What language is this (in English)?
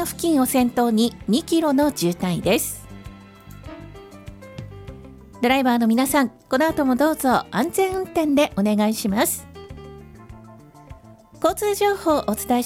Japanese